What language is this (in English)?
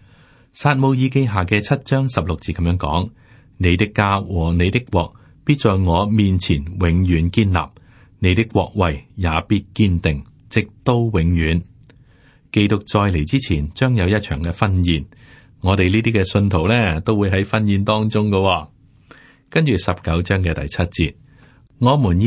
Cantonese